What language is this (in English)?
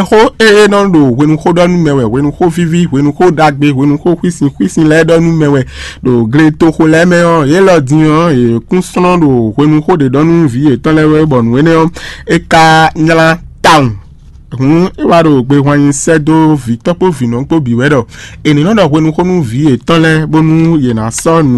Fon